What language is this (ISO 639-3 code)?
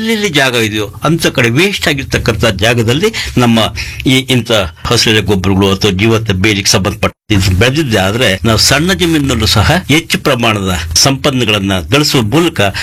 kan